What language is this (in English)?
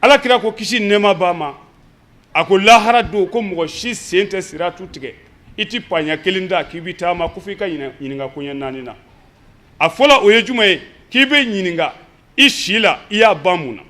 Bambara